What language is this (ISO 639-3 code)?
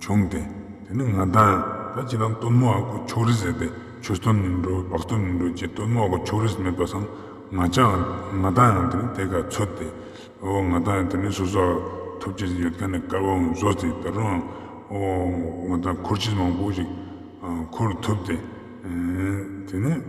lbj